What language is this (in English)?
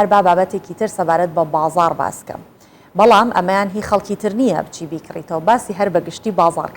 Central Kurdish